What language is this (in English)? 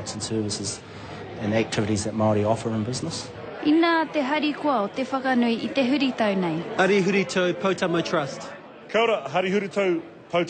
Māori